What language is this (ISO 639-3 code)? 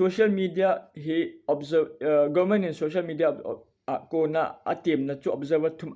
tcz